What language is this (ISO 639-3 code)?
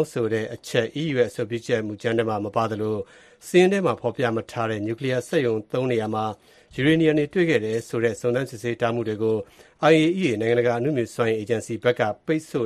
mya